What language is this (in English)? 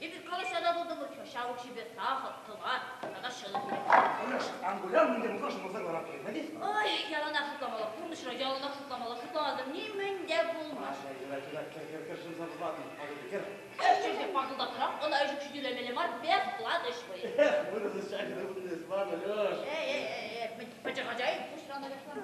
Chuvash